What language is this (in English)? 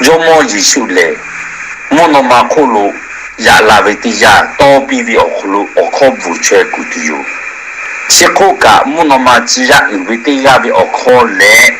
Lahu